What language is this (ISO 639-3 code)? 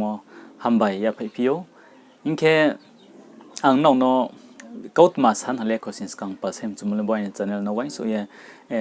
ria